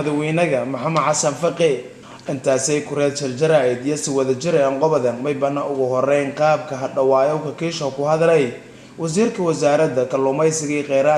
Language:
Somali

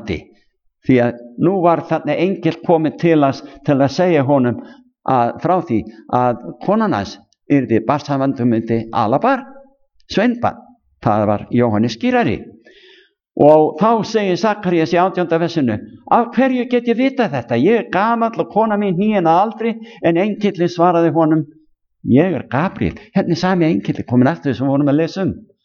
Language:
Icelandic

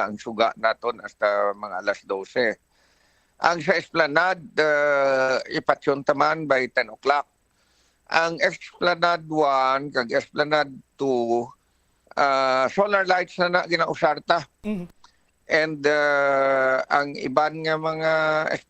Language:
Hiligaynon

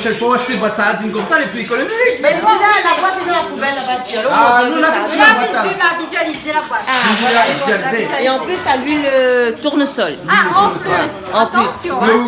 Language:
Réunion Creole French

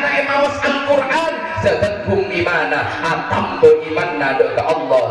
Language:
Madurese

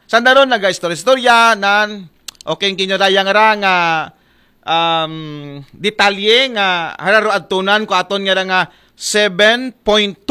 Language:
Aklanon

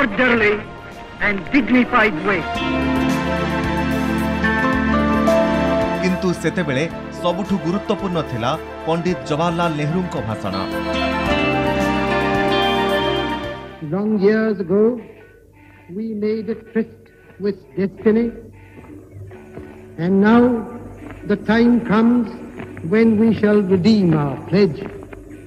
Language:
Odia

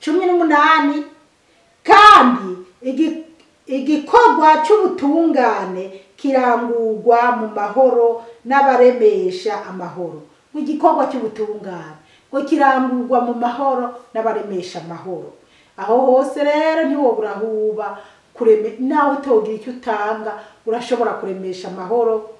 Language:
Rundi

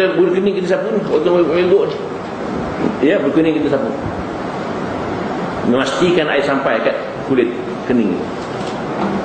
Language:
Malay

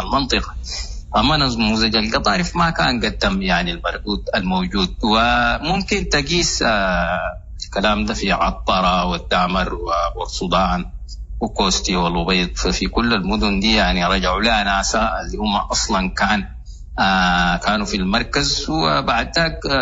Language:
Sudanese Arabic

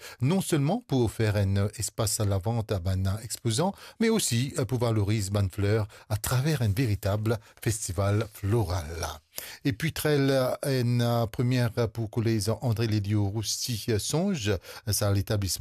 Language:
Morisyen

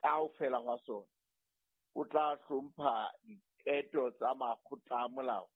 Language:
Southern Sotho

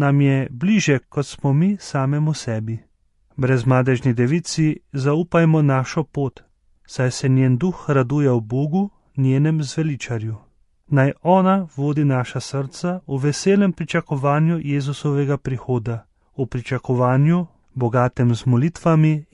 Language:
Slovenian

